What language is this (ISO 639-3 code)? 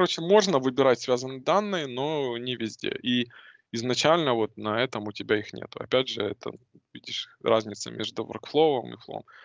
rus